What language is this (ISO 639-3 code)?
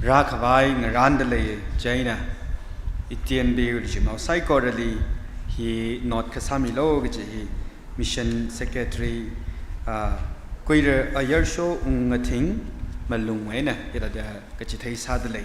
nmf